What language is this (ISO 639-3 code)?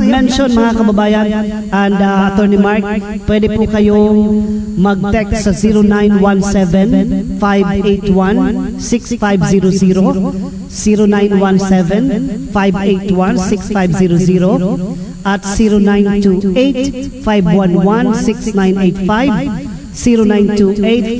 fil